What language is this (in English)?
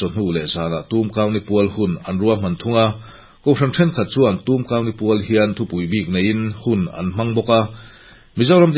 Mizo